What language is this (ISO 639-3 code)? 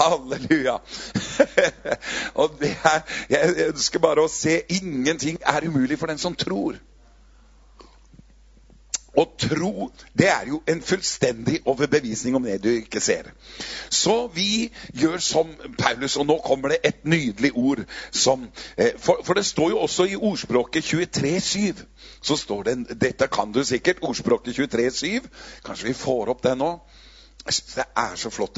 nor